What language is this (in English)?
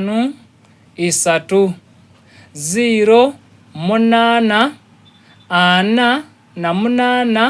Soga